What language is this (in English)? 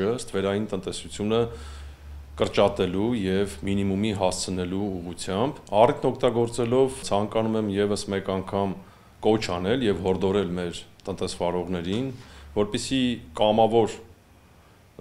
Armenian